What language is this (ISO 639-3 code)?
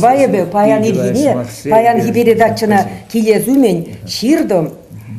chv